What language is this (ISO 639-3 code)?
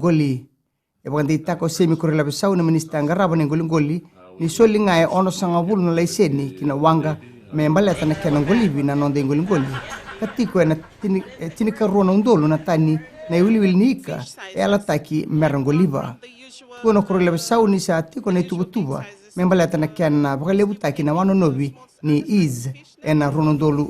fij